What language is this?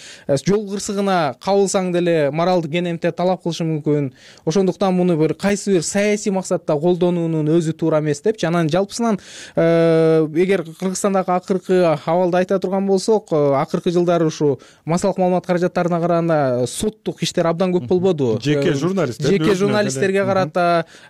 Kyrgyz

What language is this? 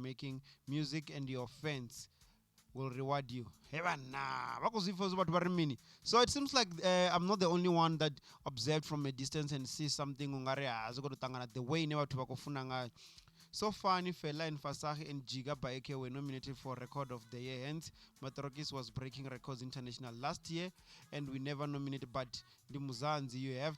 Venda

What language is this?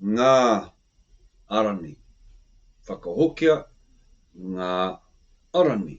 Māori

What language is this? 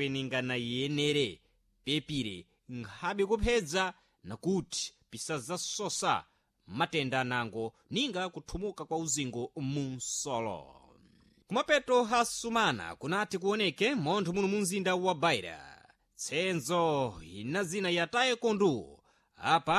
Sena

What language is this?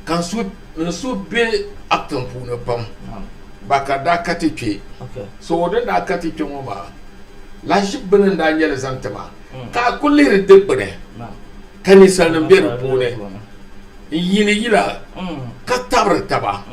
Dagbani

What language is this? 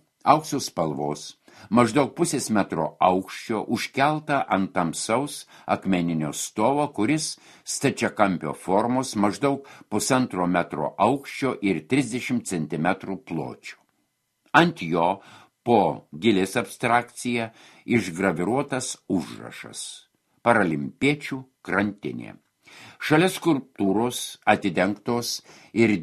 Lithuanian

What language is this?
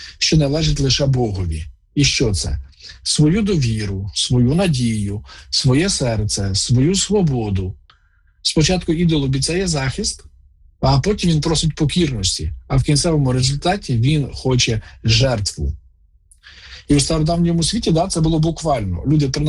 Ukrainian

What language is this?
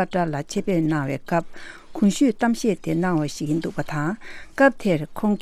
Tibetan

